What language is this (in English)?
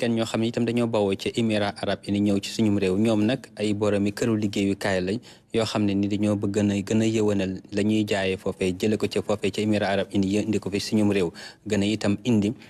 Wolof